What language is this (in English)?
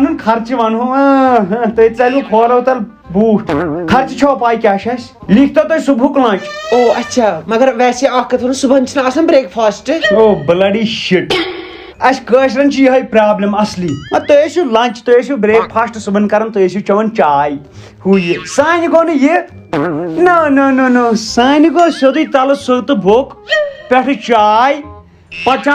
Kashmiri